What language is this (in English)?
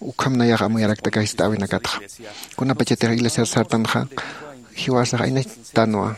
Aymara